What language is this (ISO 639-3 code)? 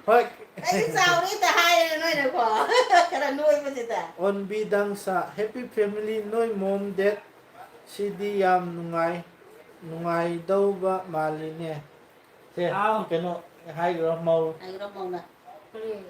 mni